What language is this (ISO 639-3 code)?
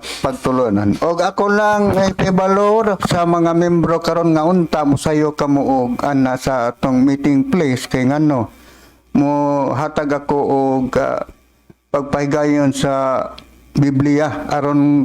ceb